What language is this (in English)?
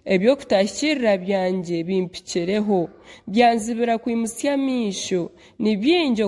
Nyankole